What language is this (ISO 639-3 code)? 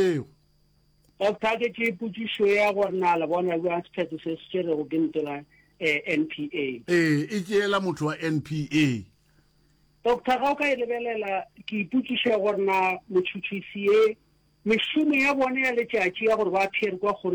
nso